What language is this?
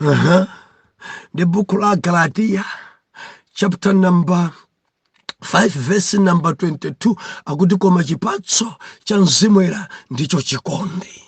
Nyanja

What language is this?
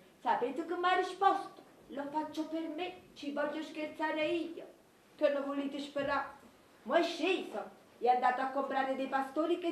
Neapolitan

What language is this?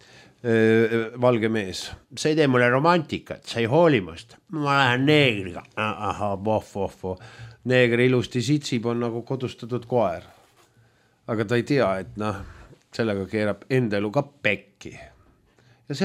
Estonian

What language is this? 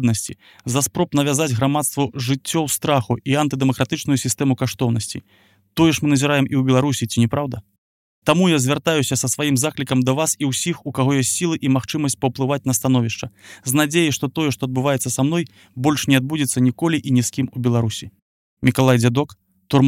Belarusian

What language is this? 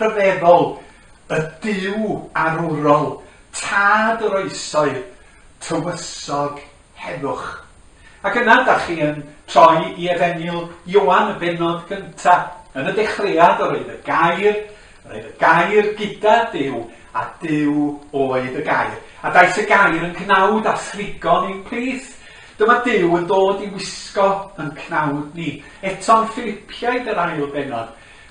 Welsh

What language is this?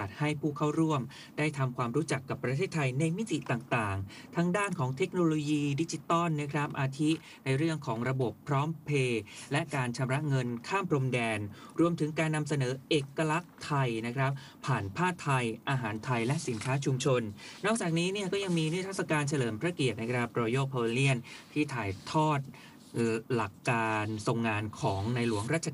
Thai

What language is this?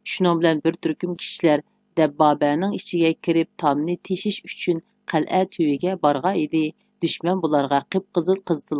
Uyghur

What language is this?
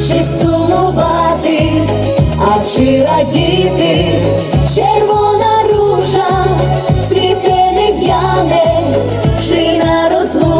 Ukrainian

